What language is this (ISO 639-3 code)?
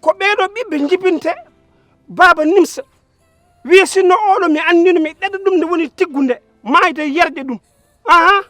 ful